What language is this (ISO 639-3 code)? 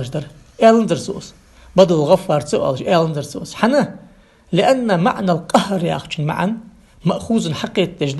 inh